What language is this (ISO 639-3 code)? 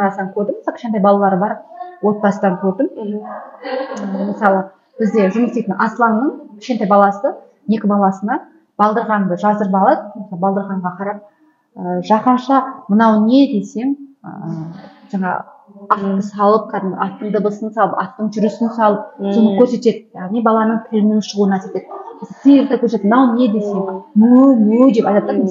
kaz